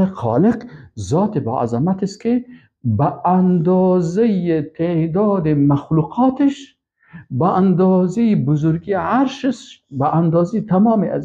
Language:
Persian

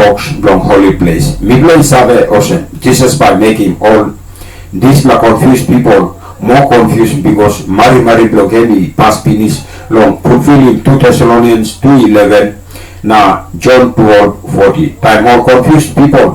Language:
Tok Pisin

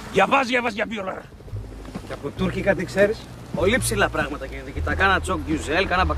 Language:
Greek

